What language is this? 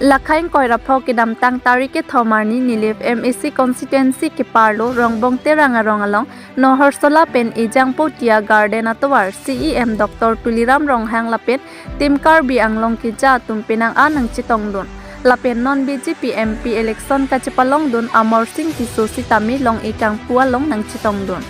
Karbi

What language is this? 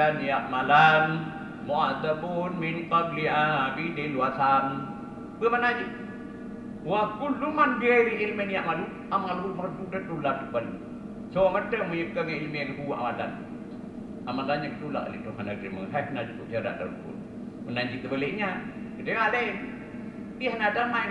Achinese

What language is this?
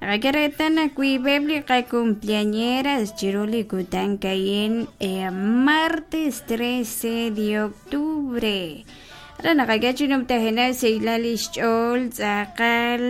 Kekchí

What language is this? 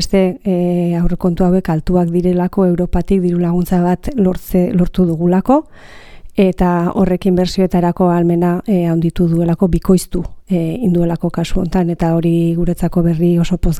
Basque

